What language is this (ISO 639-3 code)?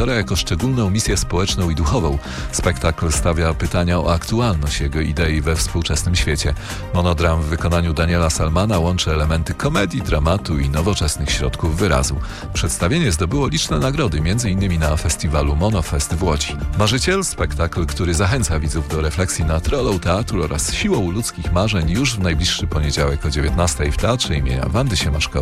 pol